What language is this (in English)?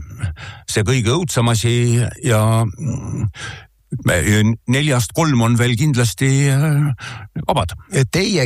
Estonian